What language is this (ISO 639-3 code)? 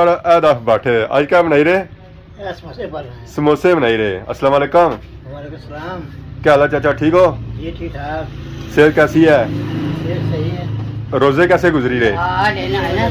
phr